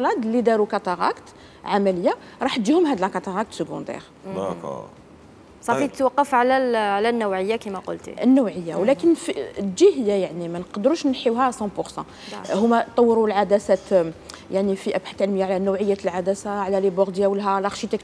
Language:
Algerian Arabic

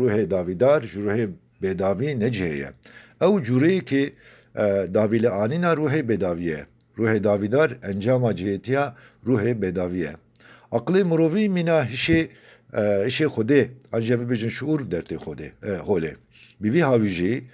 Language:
Kurdish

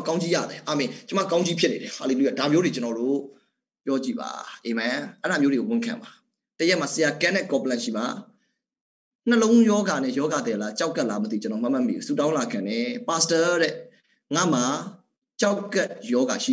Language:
Burmese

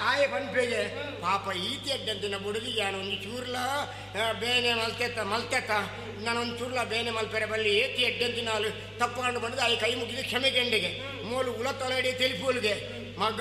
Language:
Tulu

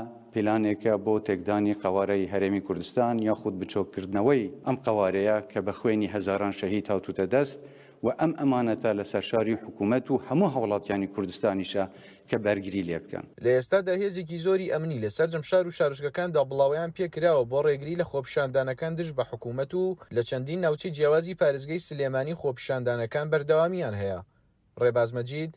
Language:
Central Kurdish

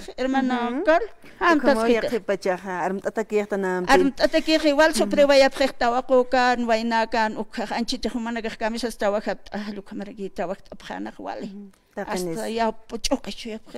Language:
Aymara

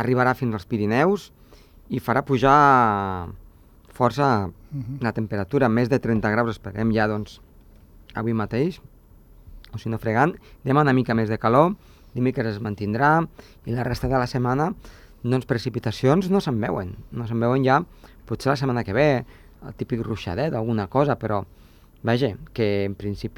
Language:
Catalan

